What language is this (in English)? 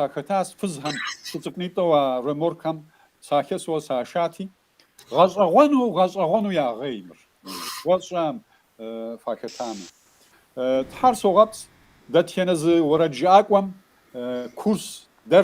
Kabardian